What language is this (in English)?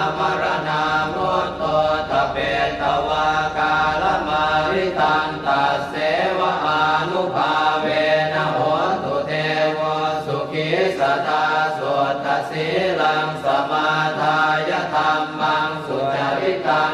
Pali